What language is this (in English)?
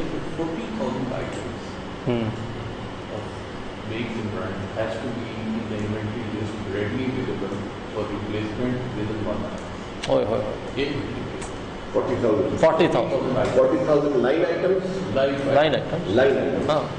Urdu